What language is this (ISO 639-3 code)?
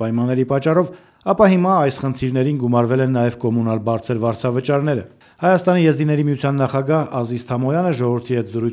hye